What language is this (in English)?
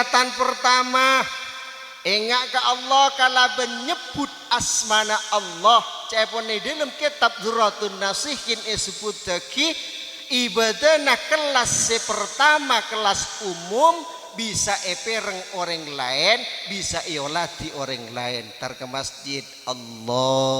Madurese